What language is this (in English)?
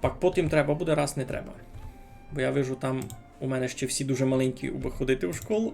Rusyn